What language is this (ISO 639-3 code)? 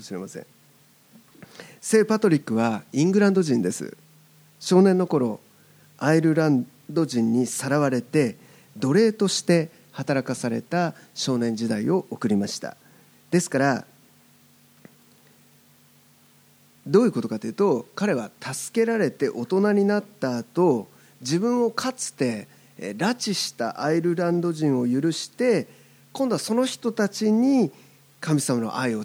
jpn